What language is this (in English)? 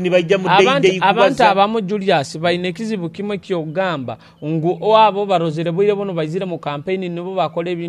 Nyoro